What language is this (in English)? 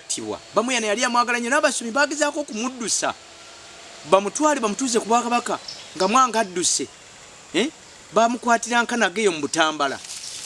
Ganda